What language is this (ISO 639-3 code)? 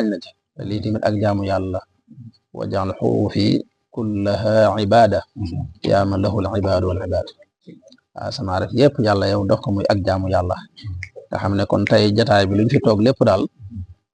wol